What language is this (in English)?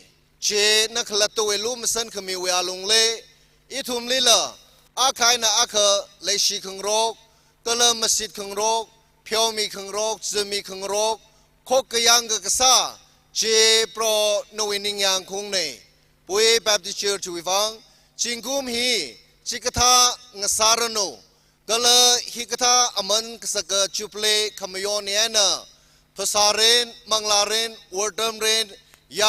Tangkhul Naga (India)